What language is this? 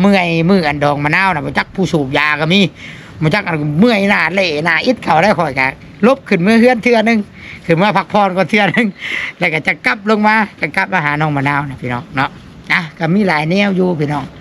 Northeastern Thai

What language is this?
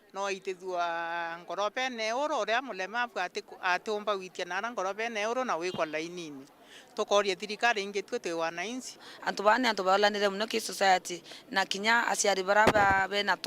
Meru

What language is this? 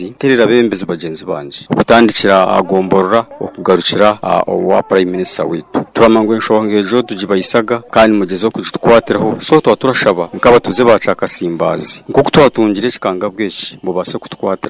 Nyoro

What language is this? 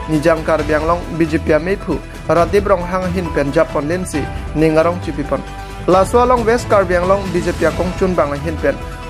Karbi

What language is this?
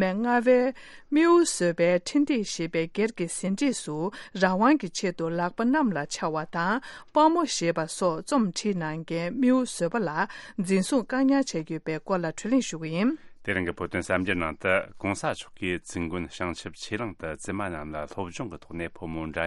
Tibetan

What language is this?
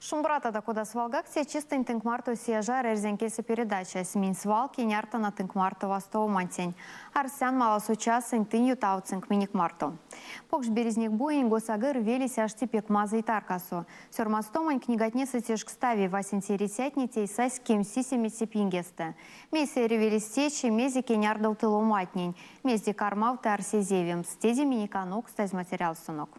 Erzya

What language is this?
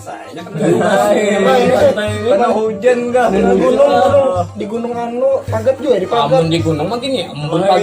Banjar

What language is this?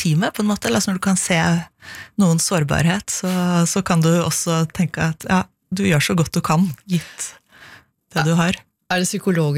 Norwegian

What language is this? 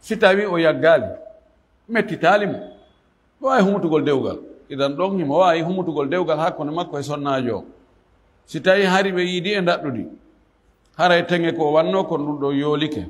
Fula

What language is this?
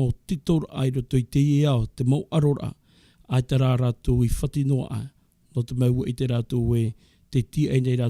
Tahitian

